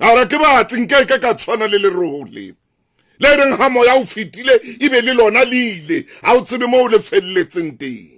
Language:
Southern Sotho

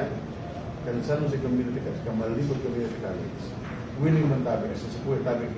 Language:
Bikol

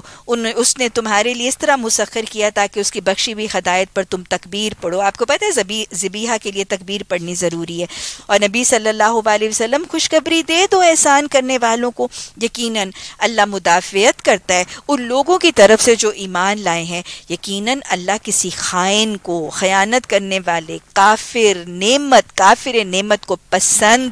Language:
Urdu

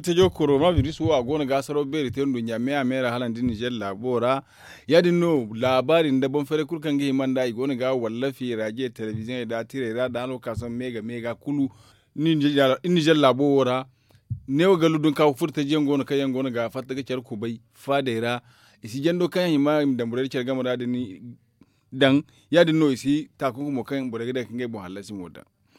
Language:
Zarma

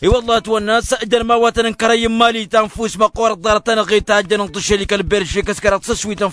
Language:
Tamasheq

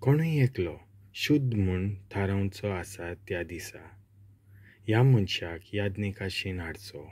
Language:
Konkani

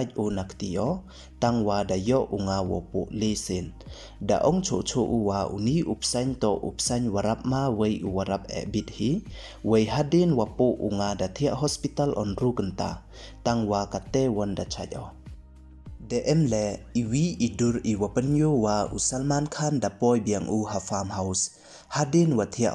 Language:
Pnar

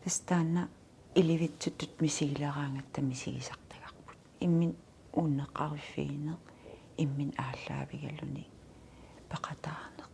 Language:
Kalaallisut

